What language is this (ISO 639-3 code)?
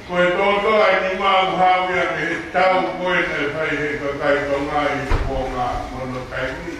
ton